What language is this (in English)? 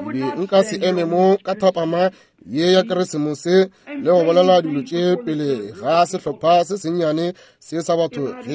Northern Sotho